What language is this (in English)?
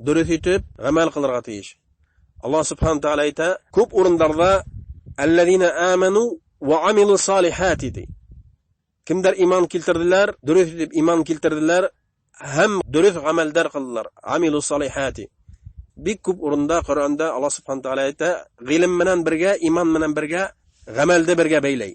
Bashkir